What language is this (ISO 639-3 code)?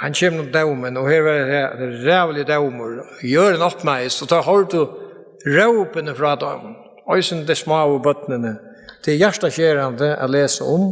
fao